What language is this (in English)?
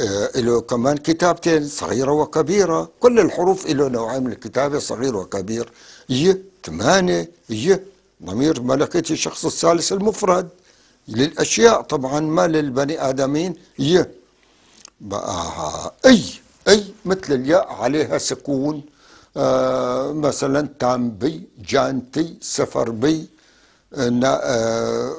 North Levantine Arabic